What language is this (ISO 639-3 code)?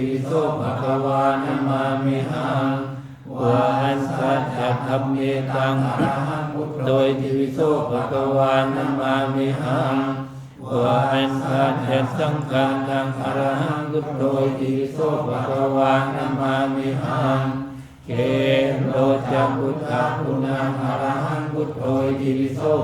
pli